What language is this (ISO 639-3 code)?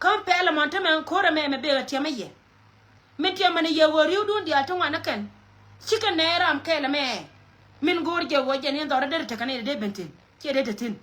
nus